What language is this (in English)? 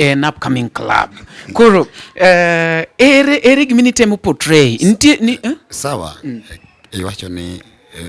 Luo (Kenya and Tanzania)